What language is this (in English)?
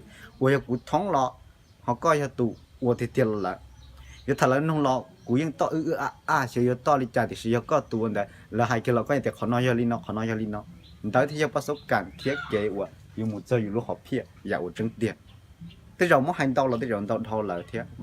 Hmong